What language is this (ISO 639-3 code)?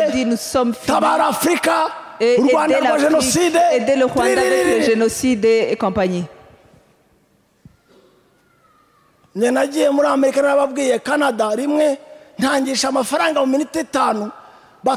kin